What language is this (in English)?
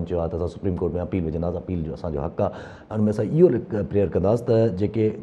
Sindhi